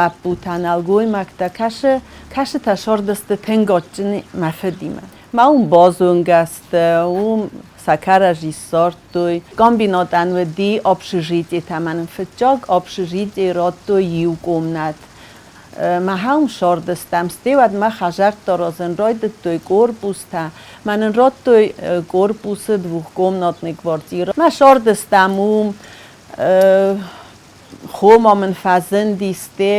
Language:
Ossetic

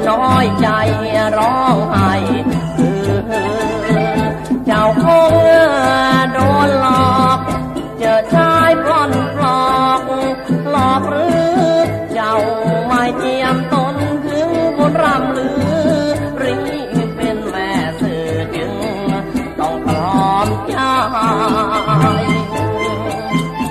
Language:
Thai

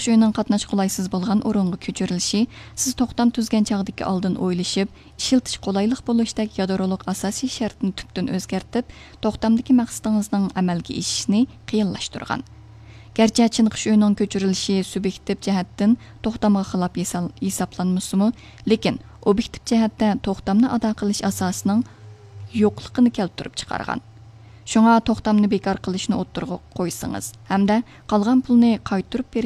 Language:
Uyghur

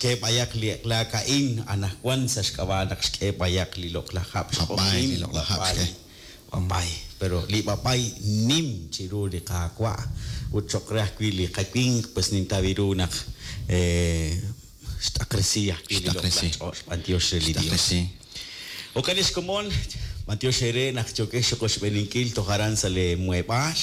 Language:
Kekchí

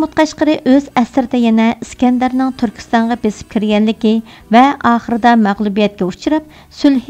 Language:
Uyghur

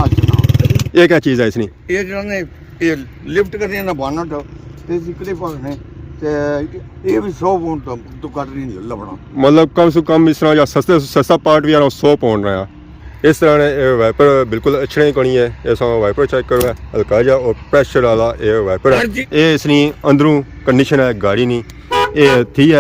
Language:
Pahari-Potwari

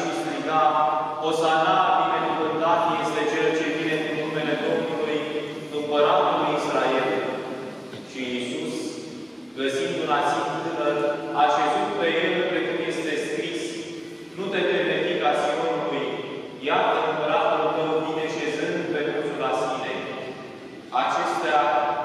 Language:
Romanian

